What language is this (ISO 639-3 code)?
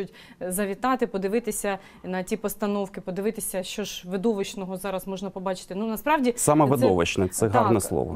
ukr